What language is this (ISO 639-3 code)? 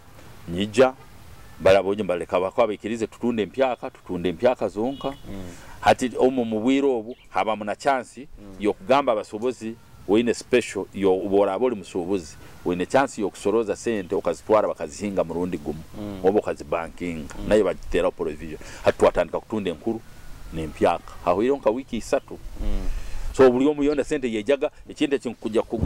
nyo